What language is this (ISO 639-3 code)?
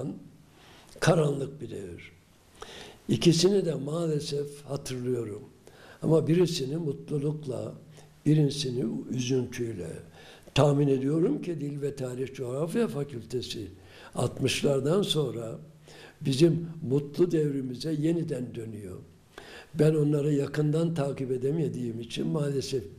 tur